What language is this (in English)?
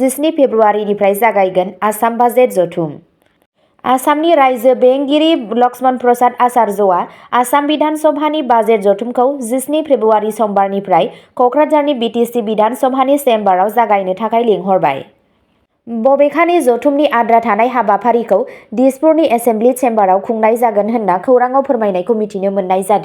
Bodo